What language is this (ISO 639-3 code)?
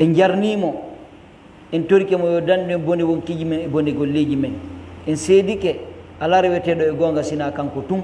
ful